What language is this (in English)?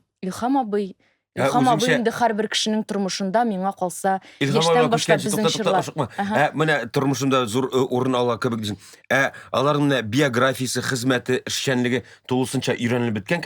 Tatar